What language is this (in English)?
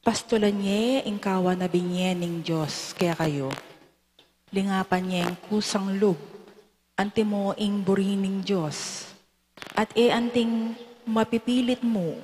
Pampanga